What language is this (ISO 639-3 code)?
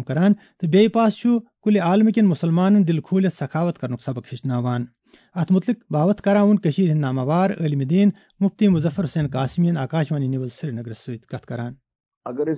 kas